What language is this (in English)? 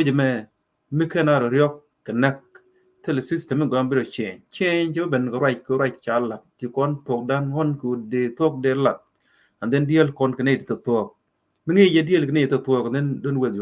Nuer